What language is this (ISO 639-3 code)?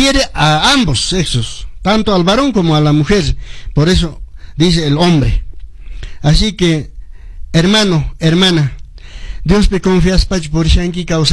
que